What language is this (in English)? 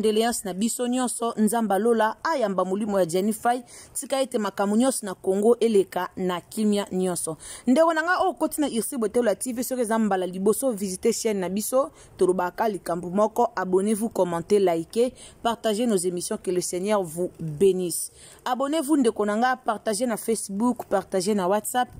Lingala